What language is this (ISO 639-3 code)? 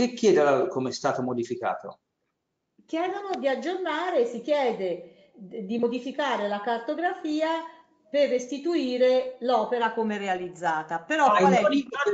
ita